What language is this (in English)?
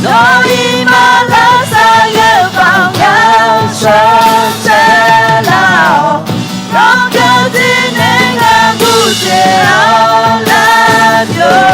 Akha